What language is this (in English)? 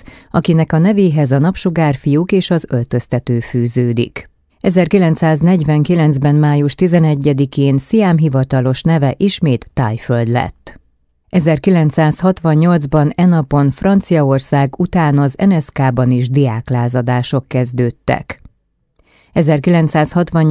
Hungarian